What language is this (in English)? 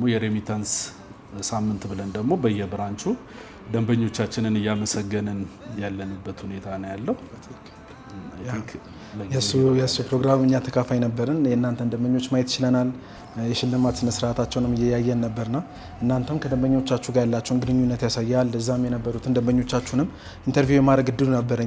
Amharic